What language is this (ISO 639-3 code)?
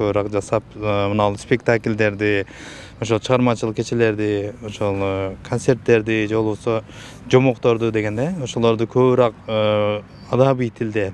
kir